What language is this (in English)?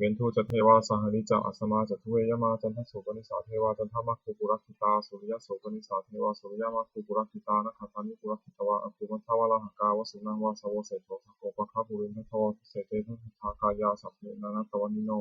Pali